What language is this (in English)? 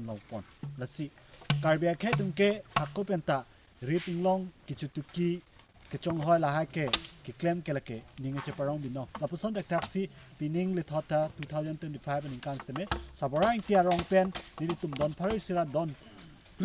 Karbi